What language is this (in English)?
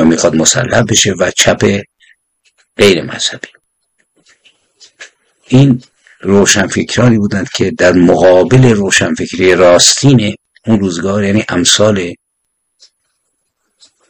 Persian